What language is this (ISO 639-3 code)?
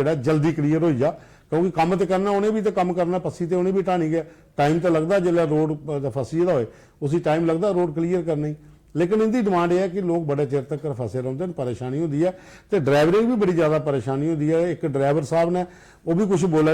doi